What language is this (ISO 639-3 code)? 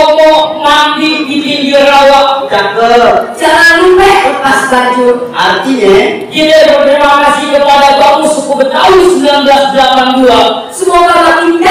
bew